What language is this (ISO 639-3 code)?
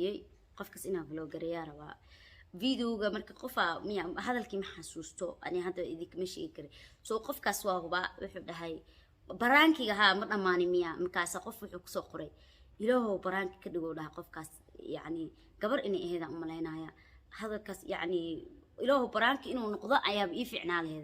som